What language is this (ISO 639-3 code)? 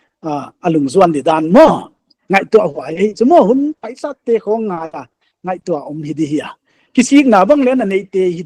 pck